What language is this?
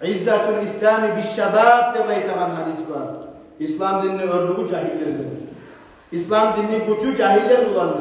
Kumyk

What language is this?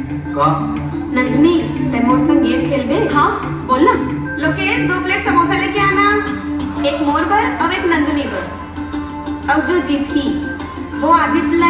Chhattisgarhi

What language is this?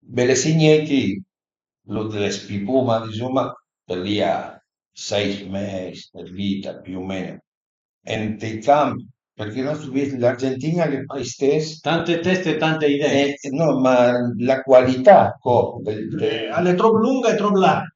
Piedmontese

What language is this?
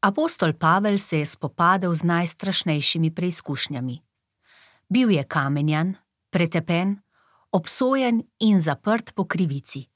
Slovenian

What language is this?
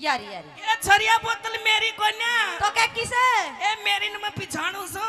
Haryanvi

